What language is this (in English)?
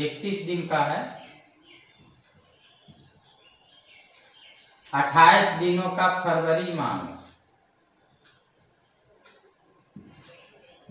Hindi